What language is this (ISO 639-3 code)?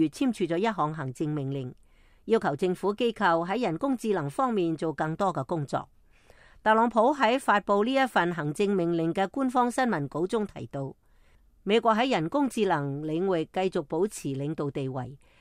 yue